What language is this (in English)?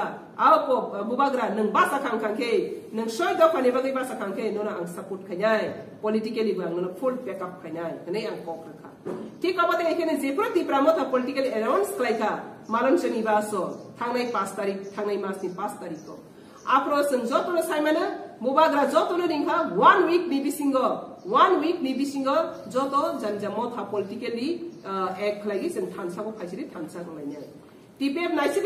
Kok Borok